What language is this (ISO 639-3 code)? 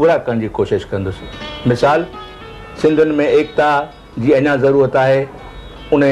snd